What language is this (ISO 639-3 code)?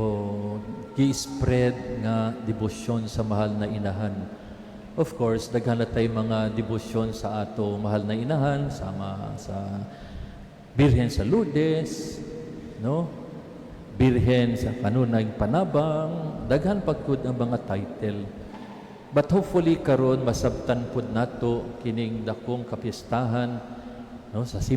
ceb